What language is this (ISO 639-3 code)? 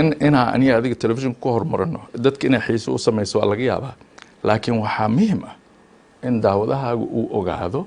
som